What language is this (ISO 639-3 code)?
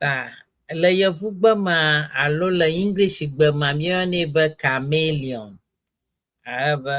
ewe